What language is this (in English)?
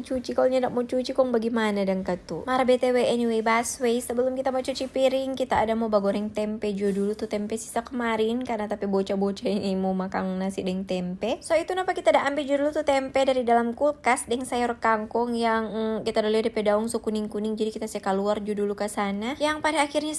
Manado Malay